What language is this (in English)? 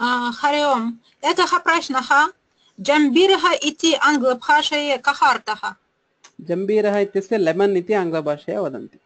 Sanskrit